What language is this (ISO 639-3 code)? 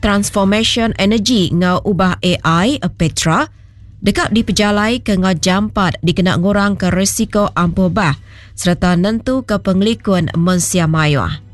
iba